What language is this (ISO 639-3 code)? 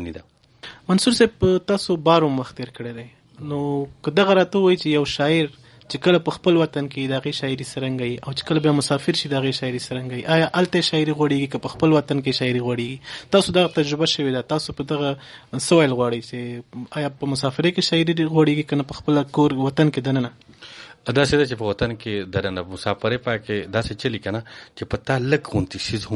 pus